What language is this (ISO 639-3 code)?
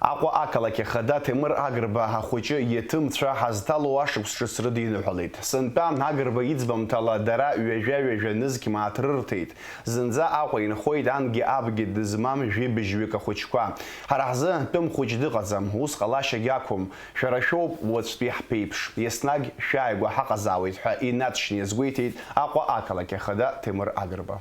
abk